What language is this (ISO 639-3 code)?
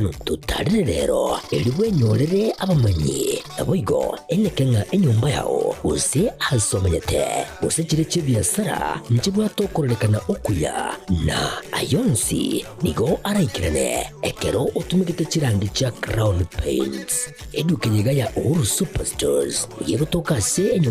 guz